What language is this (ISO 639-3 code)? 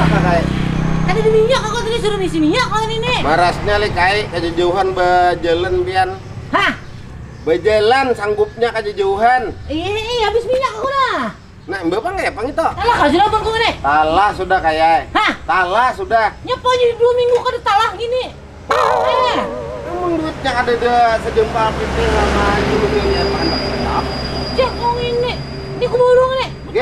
bjn